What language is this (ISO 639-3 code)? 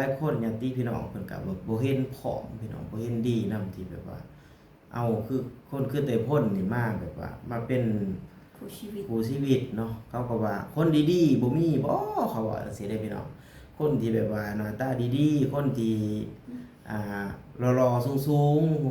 lao